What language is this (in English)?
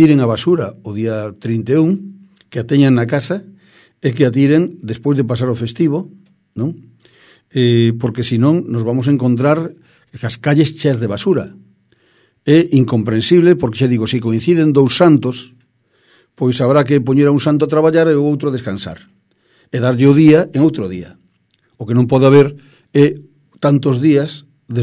Galician